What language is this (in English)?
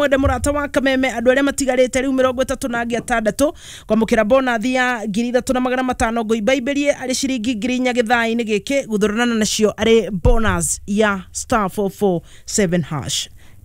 Kikuyu